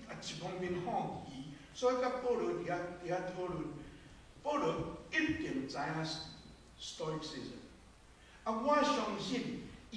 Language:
Min Nan Chinese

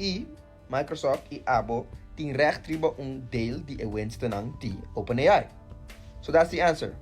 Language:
Papiamento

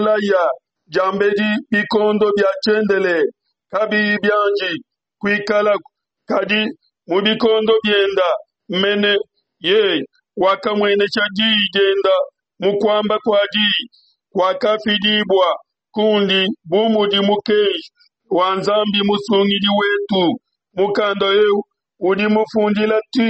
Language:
Luba-Lulua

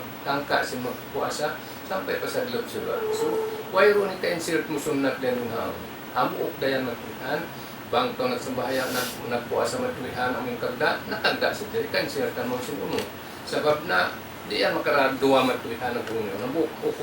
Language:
Tausug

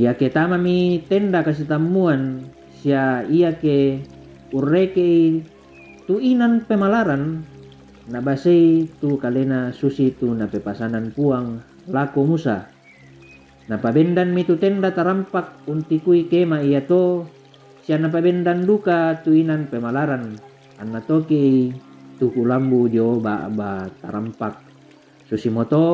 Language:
Toraja-Sa'dan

